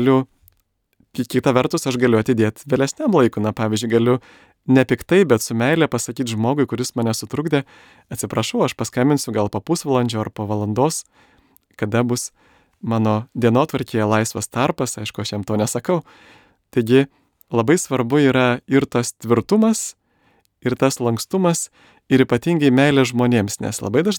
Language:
Lithuanian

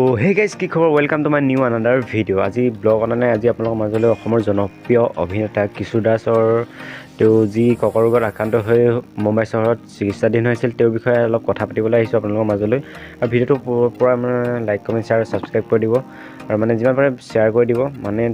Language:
Assamese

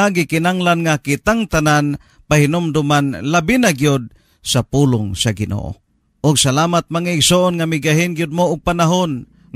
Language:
Cebuano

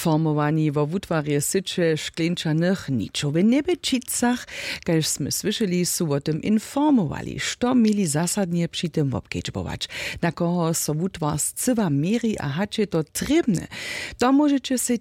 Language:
Upper Sorbian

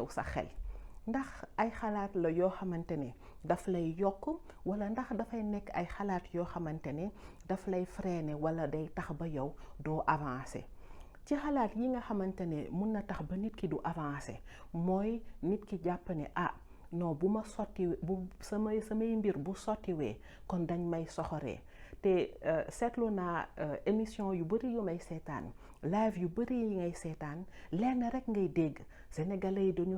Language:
Wolof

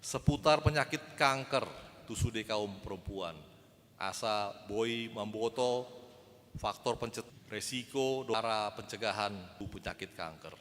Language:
Batak Toba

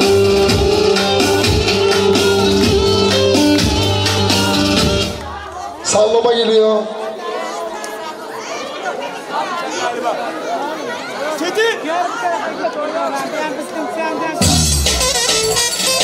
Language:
Turkish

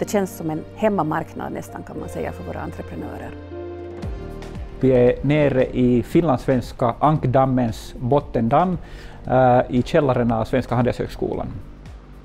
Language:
Swedish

